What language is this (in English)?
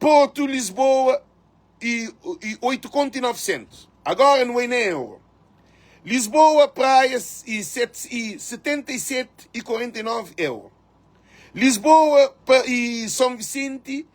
Kabuverdianu